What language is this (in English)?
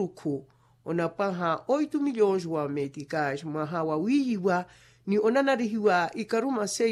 Makhuwa